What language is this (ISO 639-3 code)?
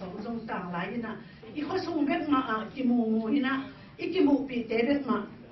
ctd